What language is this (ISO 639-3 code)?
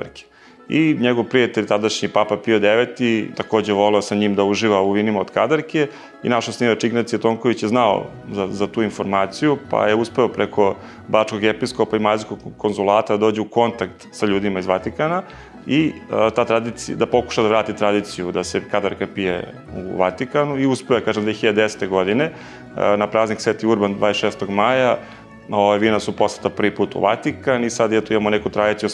srp